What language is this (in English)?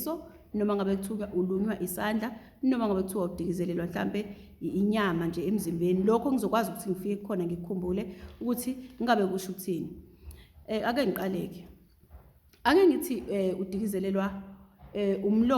Zulu